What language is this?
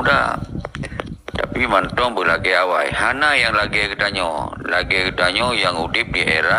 Achinese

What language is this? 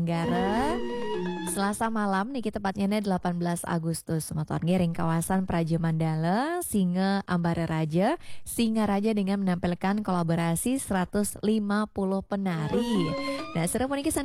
Balinese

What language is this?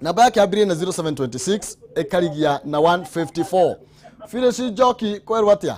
Kikuyu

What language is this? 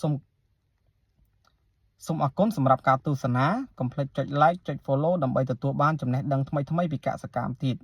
Khmer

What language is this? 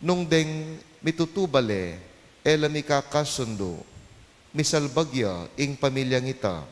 Pampanga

